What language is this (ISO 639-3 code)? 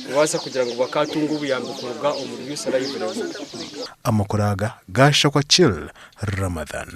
nyn